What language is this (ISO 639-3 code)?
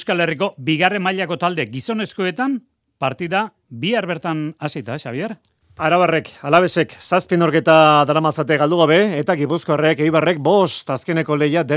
eus